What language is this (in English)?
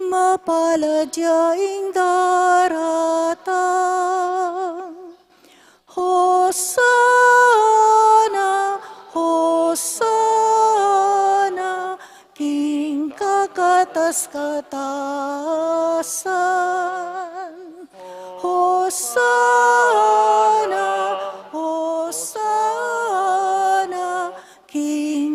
Pampanga